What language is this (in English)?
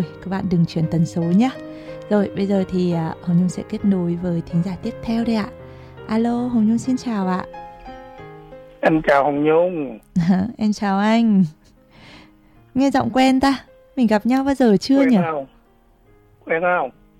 Vietnamese